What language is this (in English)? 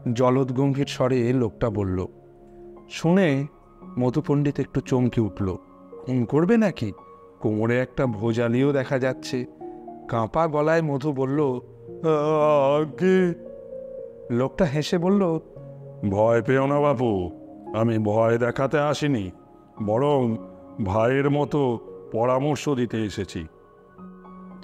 Bangla